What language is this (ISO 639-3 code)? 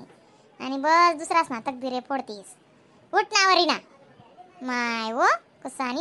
khn